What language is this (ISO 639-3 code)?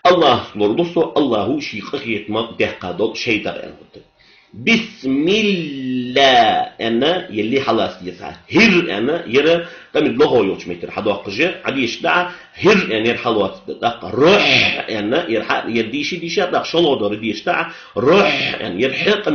inh